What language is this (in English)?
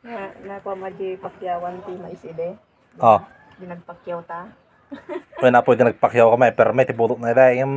Iloko